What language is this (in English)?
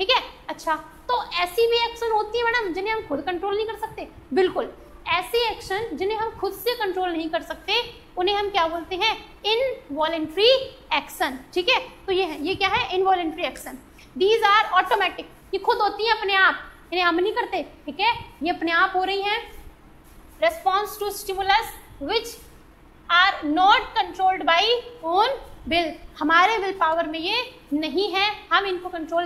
Hindi